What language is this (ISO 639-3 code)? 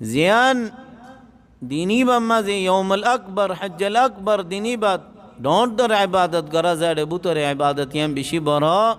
rhg